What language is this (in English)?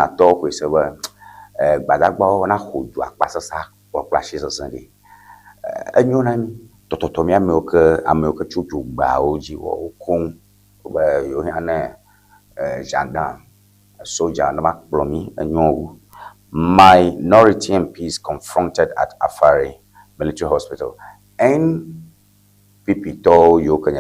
Ewe